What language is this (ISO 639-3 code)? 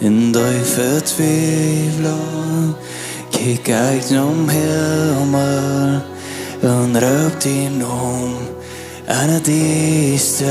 pdt